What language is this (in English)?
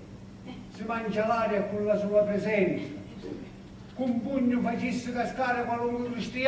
Sicilian